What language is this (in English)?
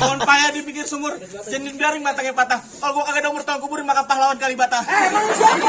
Betawi